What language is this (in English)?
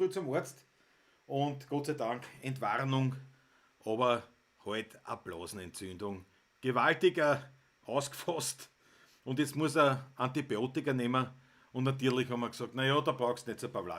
Bavarian